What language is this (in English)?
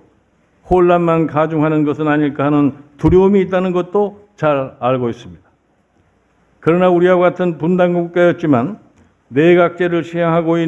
Korean